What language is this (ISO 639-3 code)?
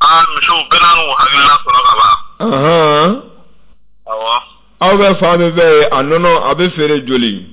bam